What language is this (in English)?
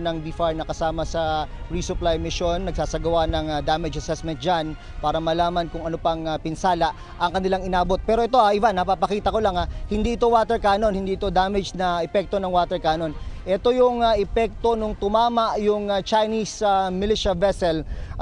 Filipino